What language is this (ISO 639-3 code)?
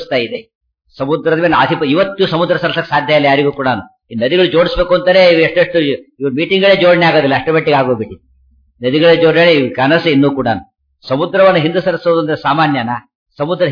kan